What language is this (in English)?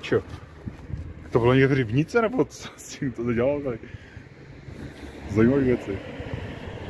Czech